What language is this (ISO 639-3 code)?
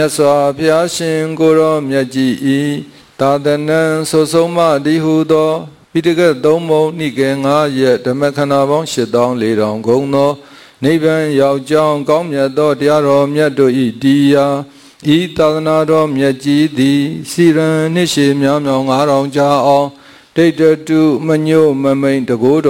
mya